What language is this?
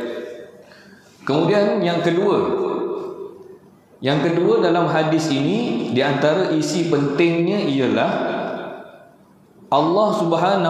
Malay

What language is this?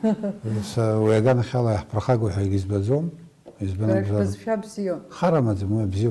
Abkhazian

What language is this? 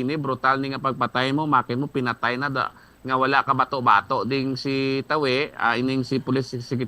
Hiligaynon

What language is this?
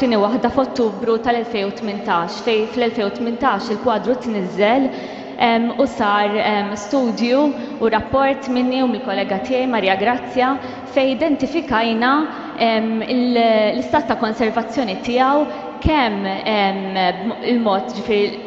Maltese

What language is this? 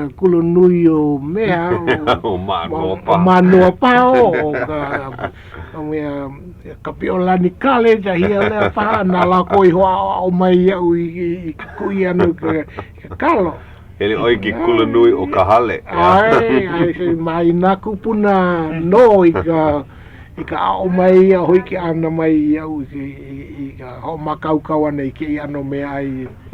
Hawaiian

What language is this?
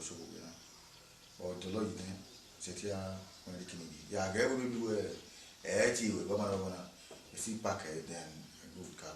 Bini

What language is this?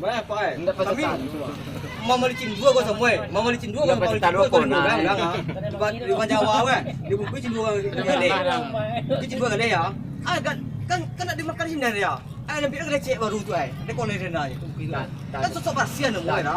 Minangkabau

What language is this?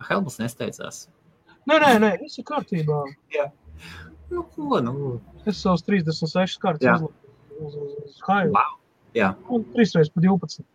Latvian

